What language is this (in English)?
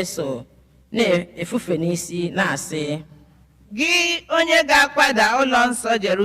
Igbo